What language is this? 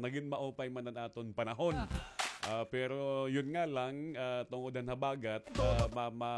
Waray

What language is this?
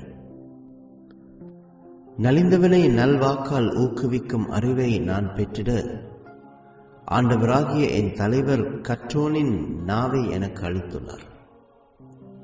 Tamil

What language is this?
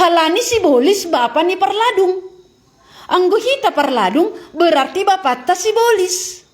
Batak Simalungun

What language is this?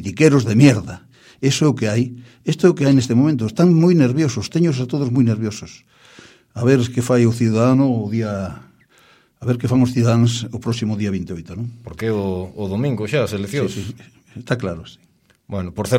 Galician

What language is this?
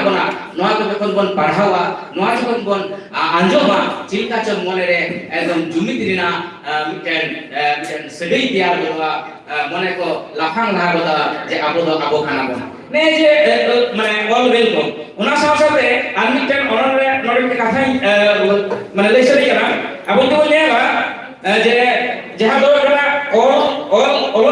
Santali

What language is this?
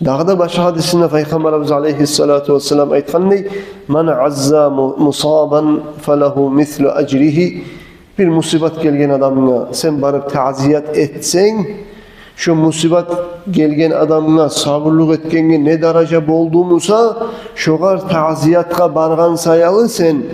Kumyk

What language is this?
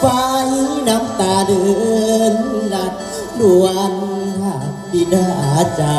Northeastern Thai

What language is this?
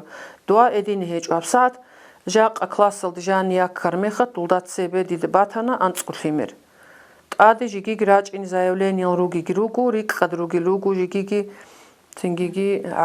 Avaric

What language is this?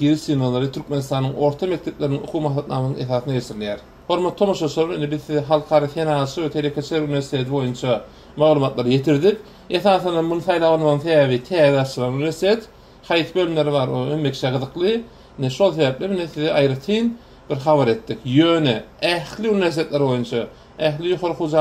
Turkmen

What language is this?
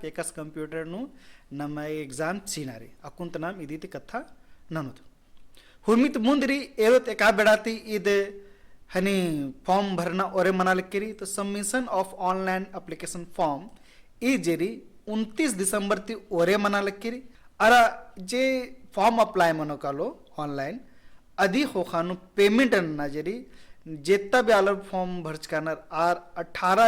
Kurukh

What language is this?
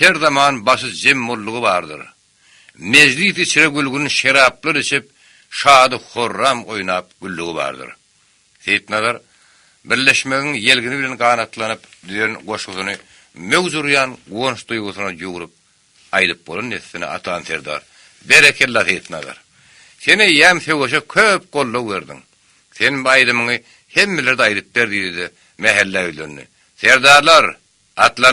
Turkmen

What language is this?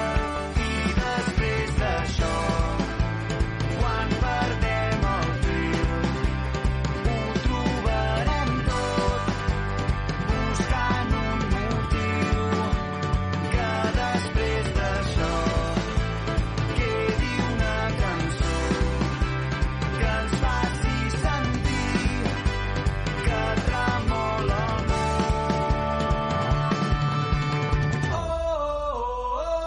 Catalan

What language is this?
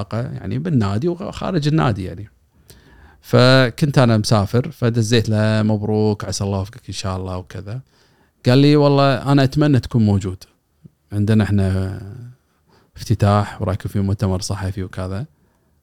Gulf Arabic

